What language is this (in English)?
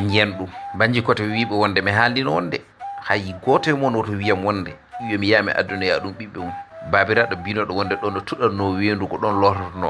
Fula